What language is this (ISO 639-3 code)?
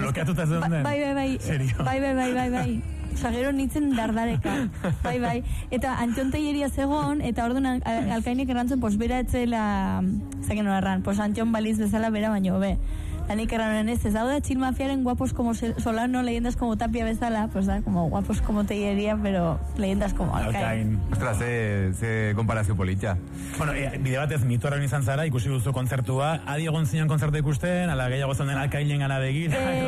eus